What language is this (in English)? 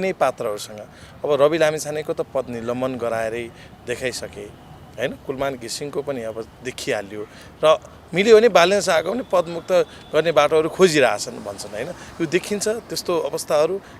Nepali